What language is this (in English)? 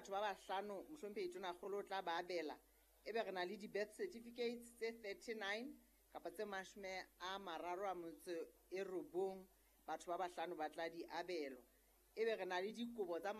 Southern Sotho